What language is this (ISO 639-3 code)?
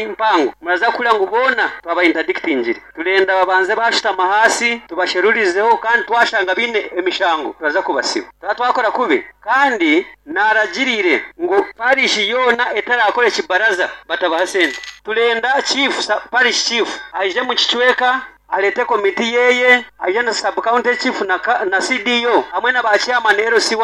nyo